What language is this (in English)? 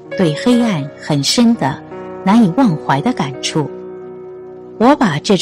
Chinese